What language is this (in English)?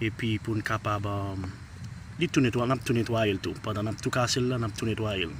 Haitian Creole